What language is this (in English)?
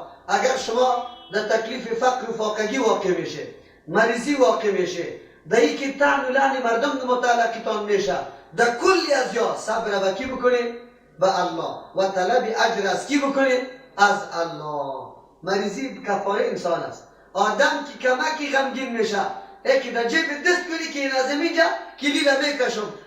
Persian